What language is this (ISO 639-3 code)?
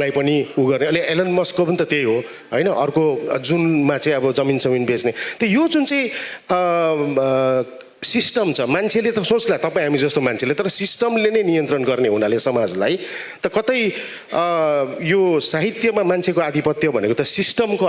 nep